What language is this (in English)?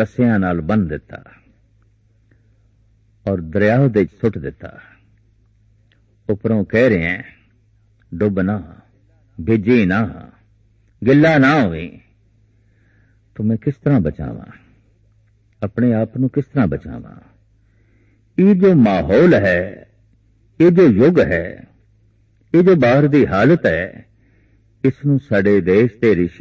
Punjabi